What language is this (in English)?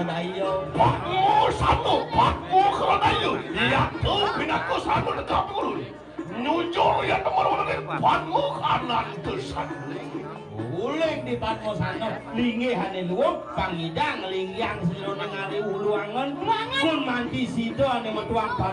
Balinese